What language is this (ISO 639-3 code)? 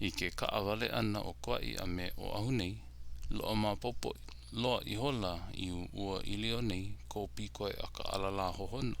haw